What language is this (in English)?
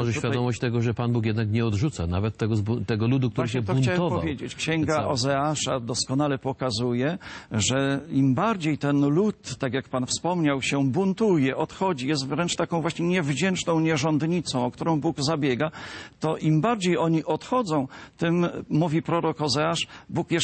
Polish